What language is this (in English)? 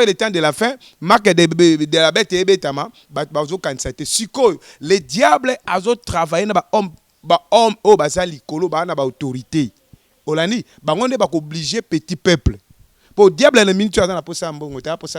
Lingala